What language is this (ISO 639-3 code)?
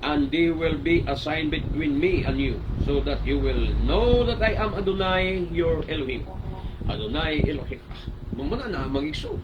ceb